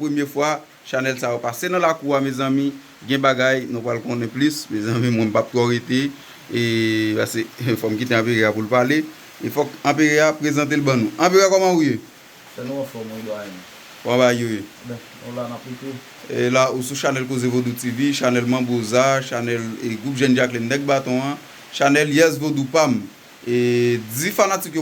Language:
Haitian Creole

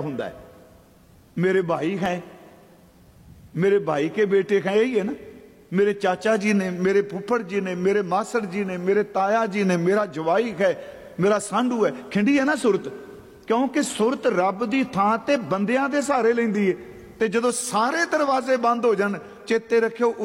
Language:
Punjabi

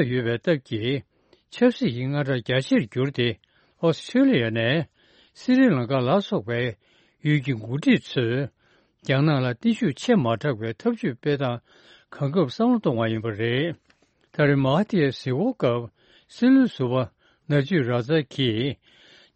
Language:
Tibetan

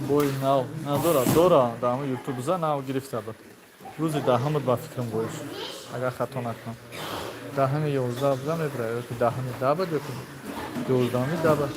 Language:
Tajik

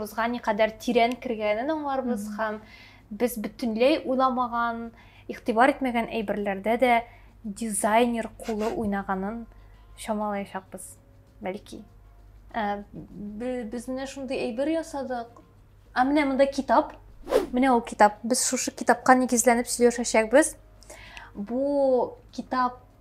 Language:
Tatar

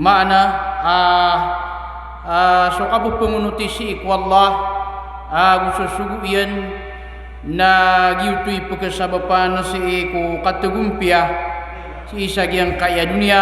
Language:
Maranao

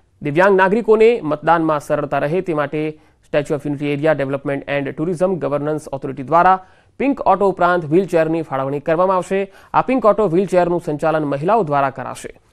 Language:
Gujarati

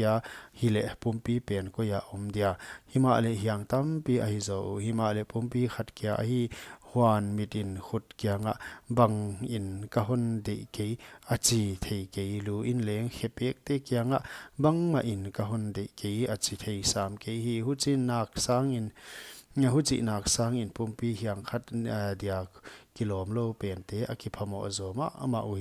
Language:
Paite Chin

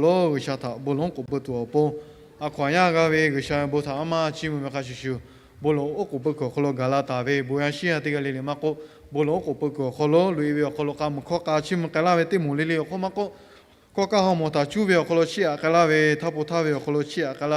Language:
Lahu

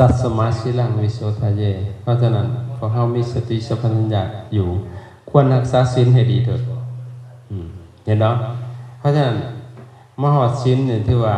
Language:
Lao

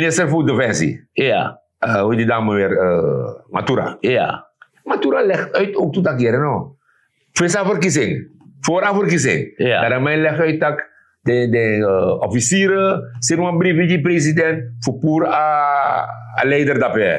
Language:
Sranan Tongo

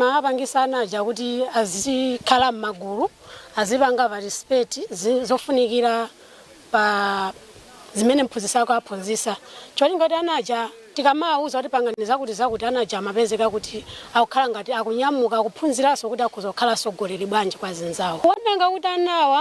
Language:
Nyanja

